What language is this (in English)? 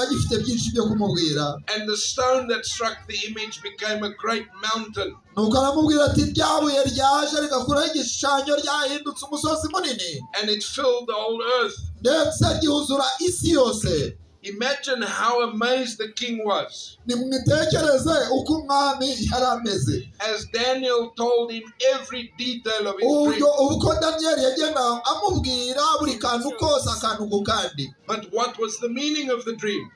Kinyarwanda